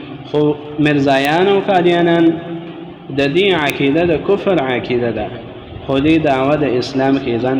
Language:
Pashto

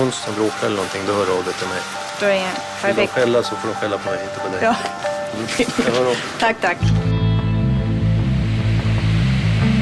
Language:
Swedish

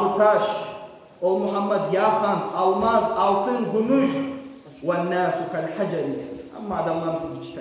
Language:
Kumyk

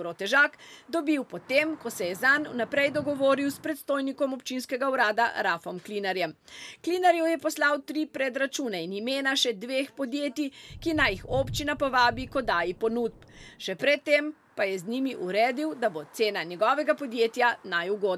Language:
Slovenian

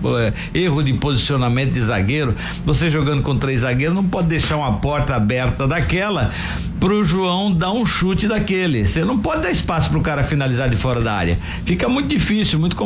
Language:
Portuguese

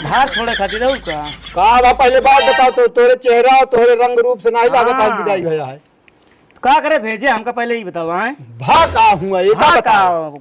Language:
Awadhi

